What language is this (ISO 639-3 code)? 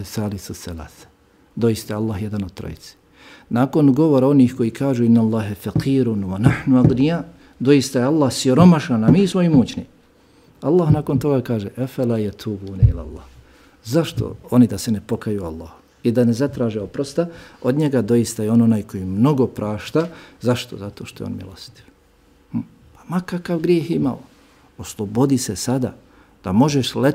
bos